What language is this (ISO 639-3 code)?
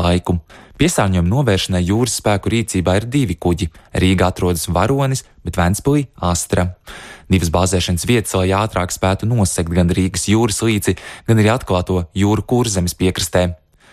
lav